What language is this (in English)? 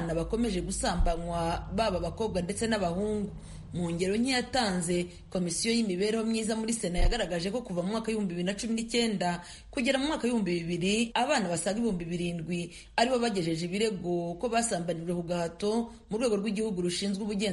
Kinyarwanda